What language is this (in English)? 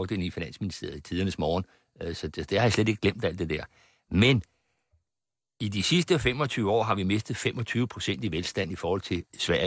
Danish